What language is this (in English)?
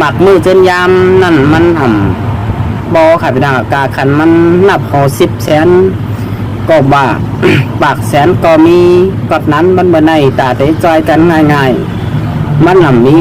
Shan